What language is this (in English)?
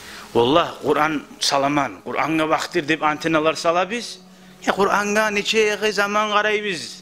Kumyk